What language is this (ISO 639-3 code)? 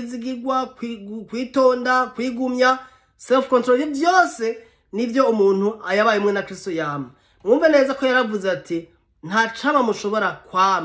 run